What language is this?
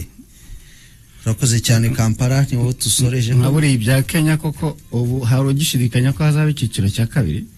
Kinyarwanda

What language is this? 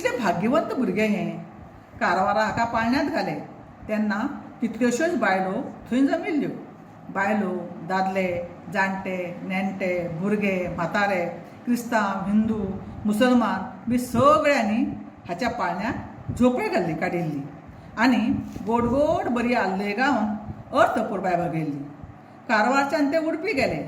Konkani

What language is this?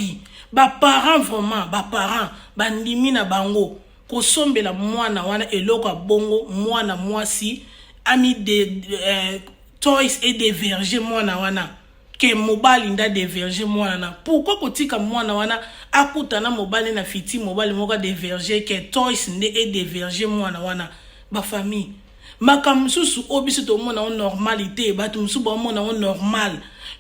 Lingala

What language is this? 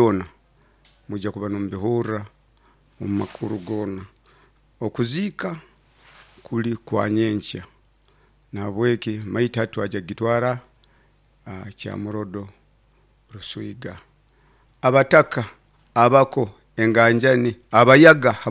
Nyoro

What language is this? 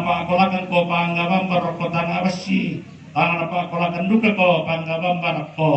Toraja-Sa'dan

